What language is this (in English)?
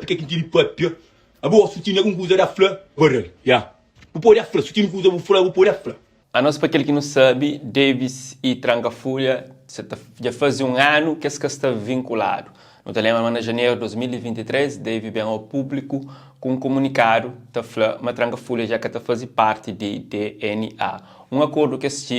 Kabuverdianu